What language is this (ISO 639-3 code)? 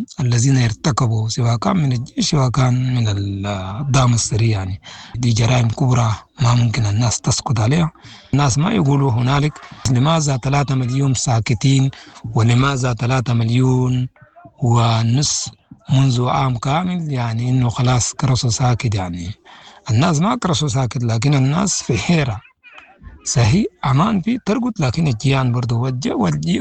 apd